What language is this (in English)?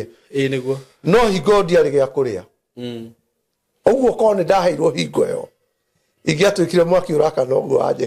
Kikuyu